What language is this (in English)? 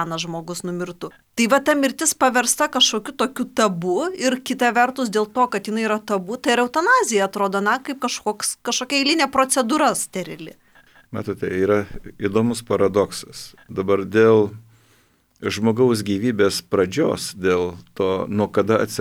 Lithuanian